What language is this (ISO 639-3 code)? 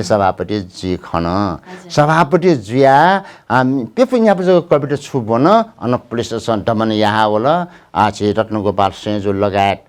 new